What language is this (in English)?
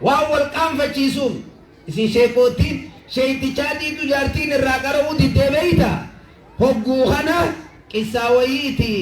Oromo